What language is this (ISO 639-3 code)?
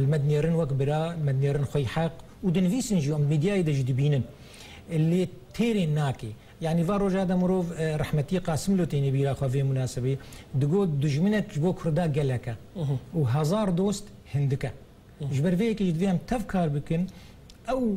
kur